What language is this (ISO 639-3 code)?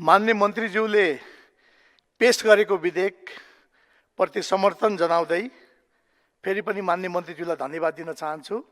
nep